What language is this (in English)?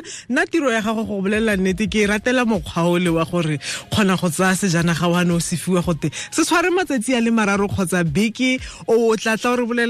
Tswana